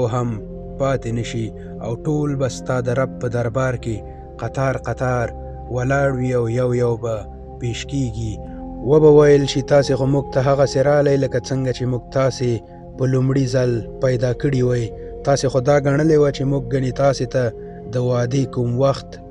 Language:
Pashto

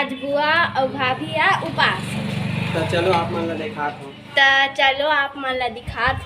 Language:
Chhattisgarhi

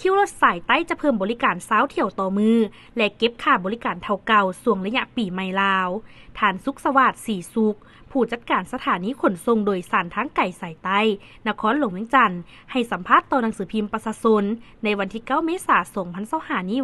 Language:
Lao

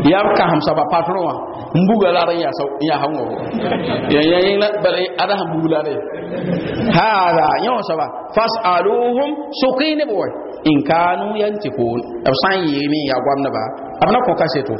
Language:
Mossi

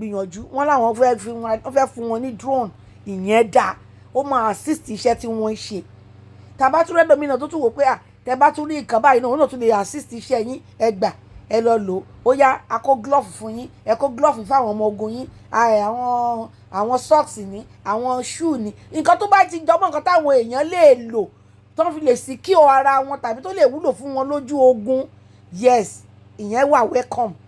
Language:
Yoruba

